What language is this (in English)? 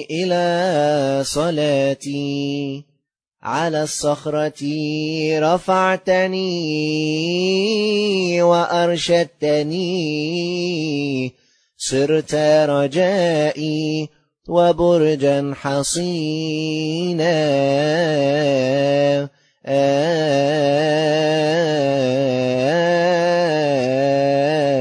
Arabic